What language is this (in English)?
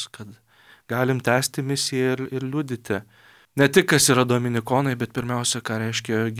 Lithuanian